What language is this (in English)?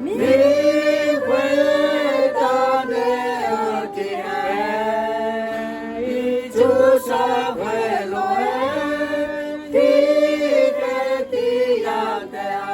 Akha